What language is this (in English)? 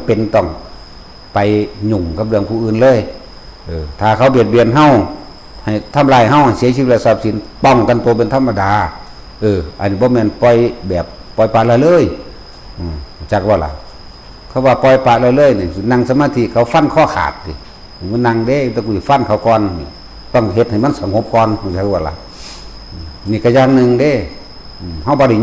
Northeastern Thai